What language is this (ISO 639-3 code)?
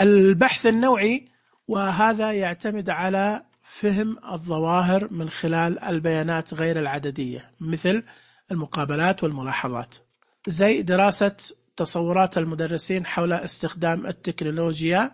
ars